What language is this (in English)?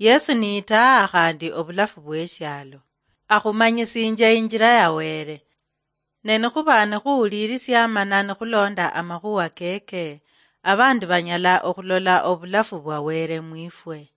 Luyia